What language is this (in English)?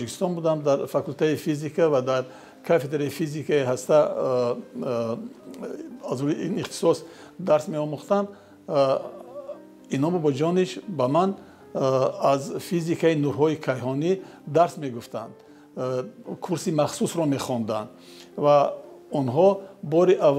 Tajik